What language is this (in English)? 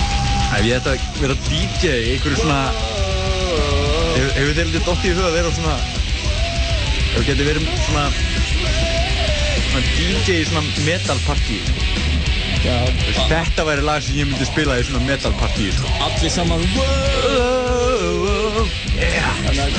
Icelandic